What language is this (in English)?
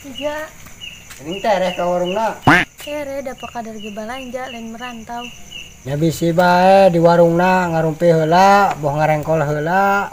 Sundanese